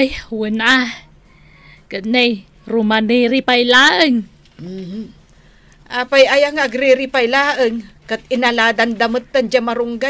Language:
Iloko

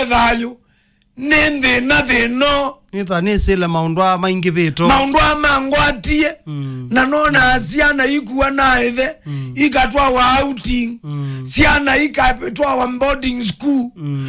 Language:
Kamba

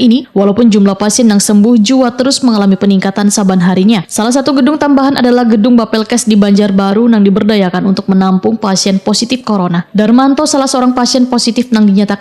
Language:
Banjar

